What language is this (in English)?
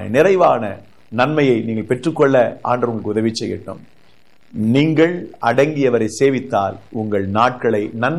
Tamil